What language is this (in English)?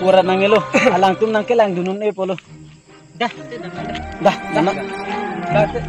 Karbi